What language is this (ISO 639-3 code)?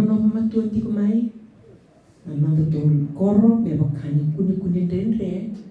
fij